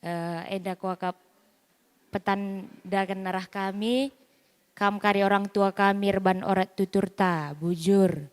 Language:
Batak Karo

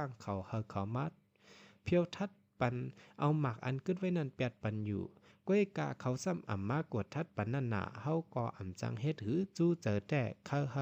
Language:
Shan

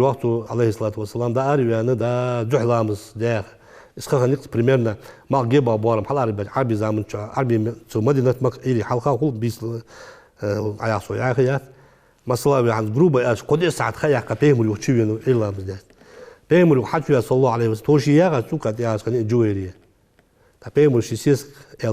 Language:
Ingush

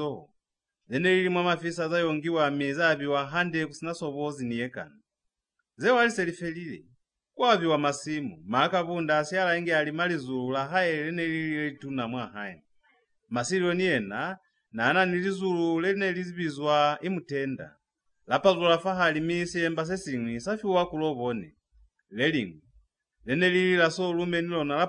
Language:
Lozi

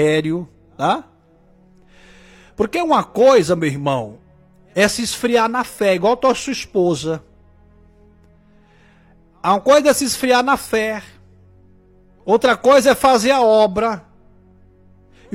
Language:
Portuguese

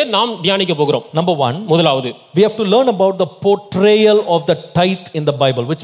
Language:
Tamil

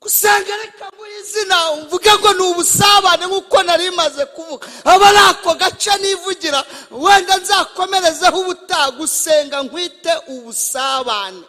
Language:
Kinyarwanda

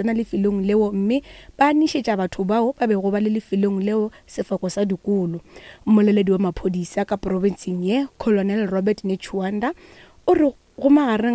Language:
Northern Sotho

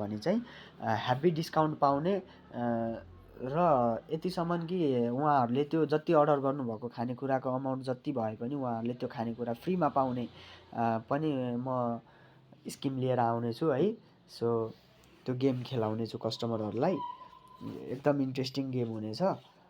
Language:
Nepali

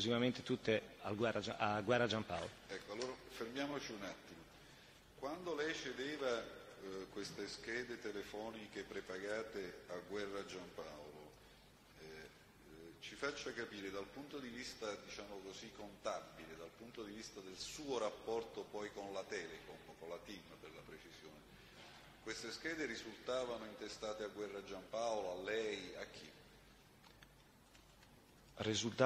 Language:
Italian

